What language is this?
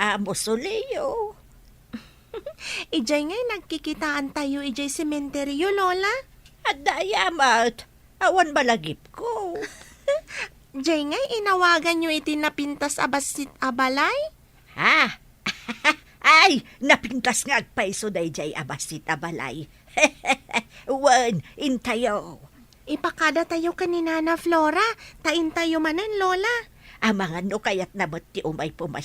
Iloko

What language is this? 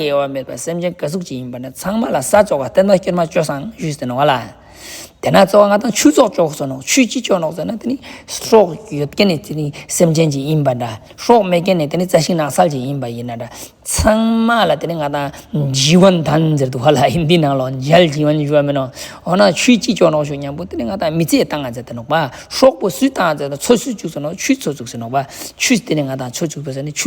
Ladakhi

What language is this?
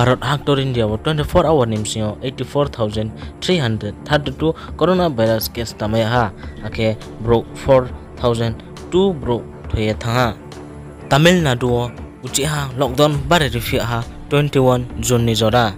Riang (India)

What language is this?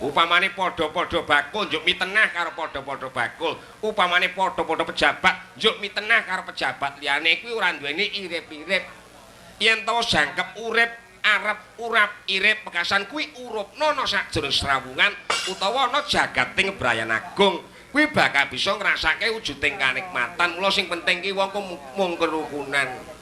Javanese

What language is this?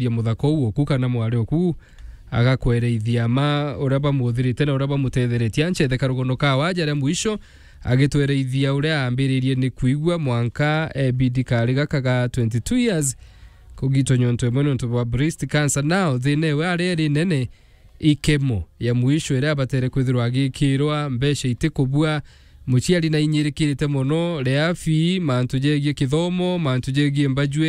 Meru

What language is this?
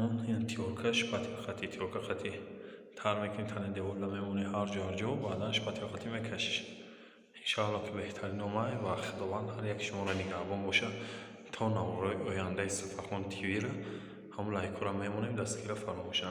Tajik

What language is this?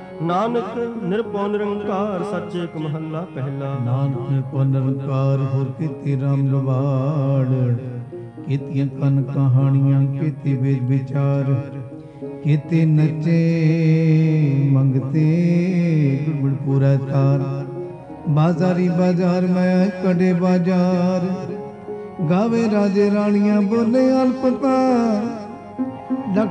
Punjabi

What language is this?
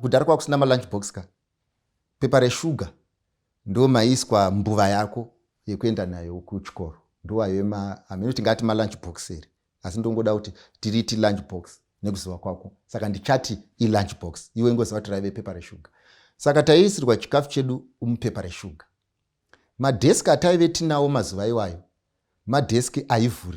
Shona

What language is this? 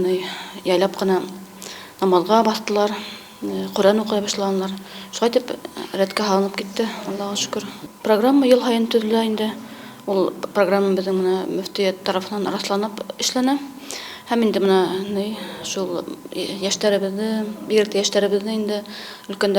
Bashkir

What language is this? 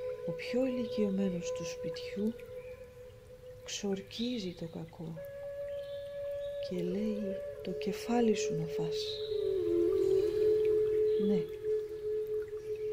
Greek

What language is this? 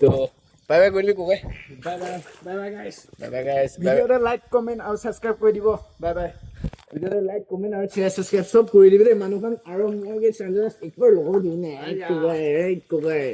Naga Pidgin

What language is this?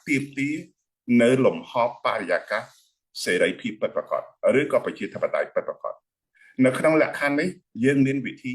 Khmer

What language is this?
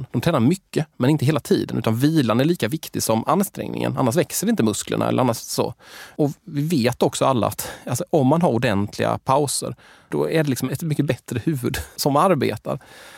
Swedish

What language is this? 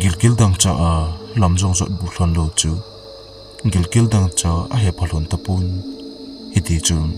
Thado Chin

